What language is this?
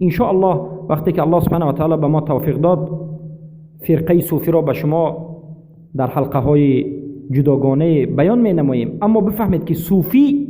Persian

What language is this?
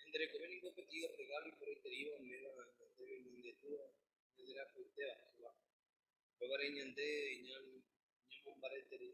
Guarani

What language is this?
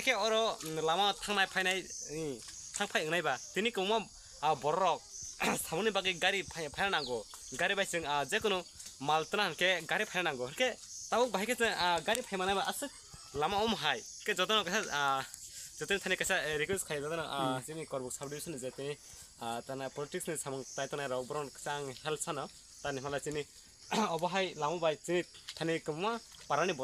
Riang (India)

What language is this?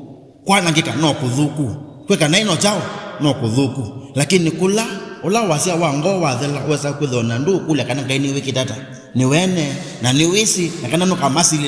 Kamba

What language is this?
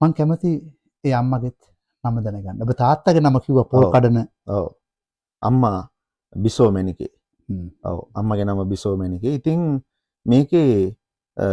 Sinhala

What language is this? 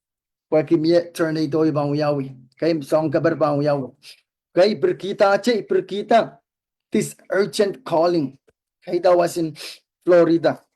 Pohnpeian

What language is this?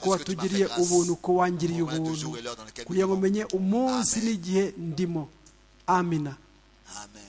Kinyarwanda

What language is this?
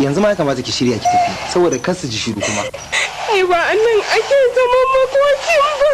Hausa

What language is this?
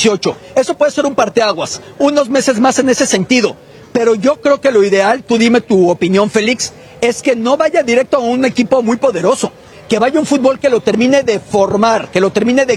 Spanish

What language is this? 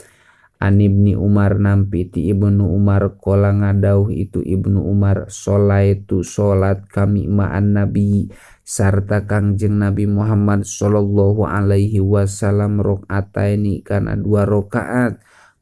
Sundanese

